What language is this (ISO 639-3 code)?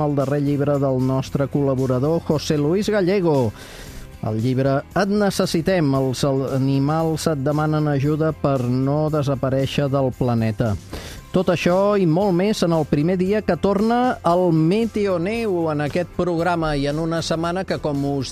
cat